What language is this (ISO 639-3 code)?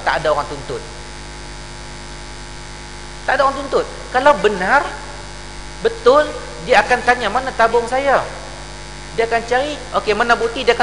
msa